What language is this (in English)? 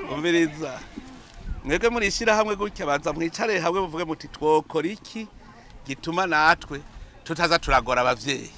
Rundi